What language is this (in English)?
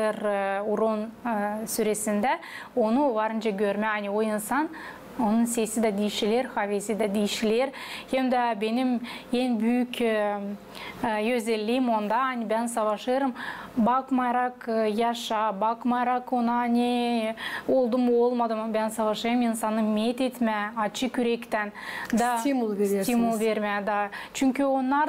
Gagauz